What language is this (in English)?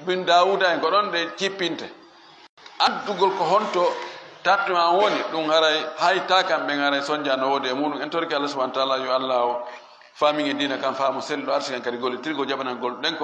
Fula